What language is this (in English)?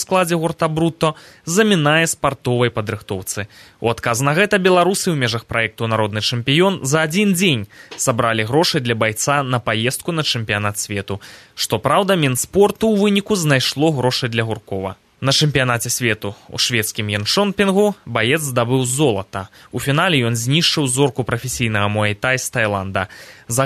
Belarusian